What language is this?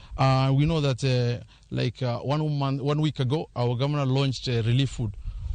Luo (Kenya and Tanzania)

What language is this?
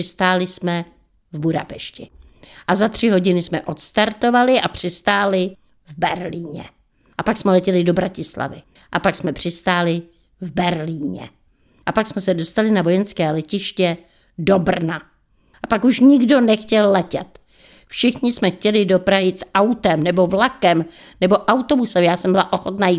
Czech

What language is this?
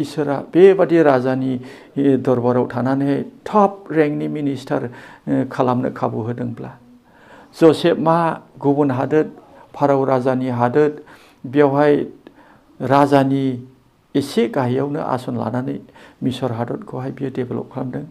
Bodo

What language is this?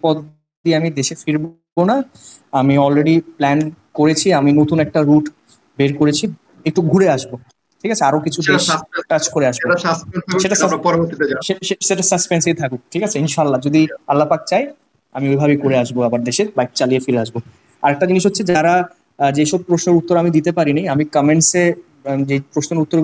Bangla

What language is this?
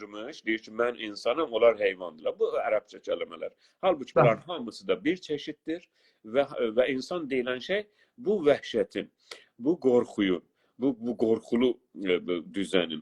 South Azerbaijani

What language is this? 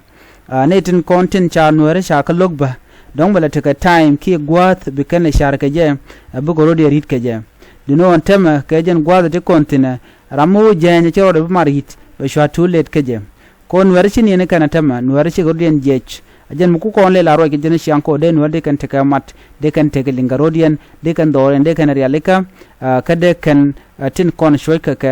Nuer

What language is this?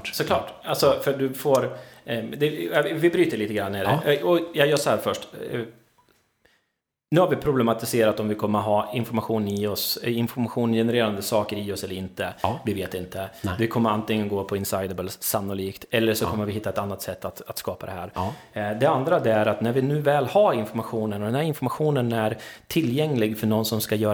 Swedish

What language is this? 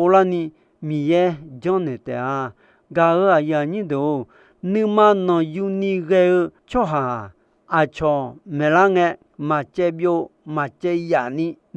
Akha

